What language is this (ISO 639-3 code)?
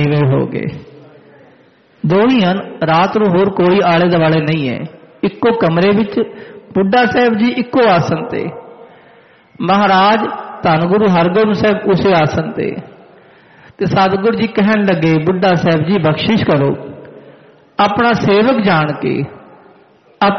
pan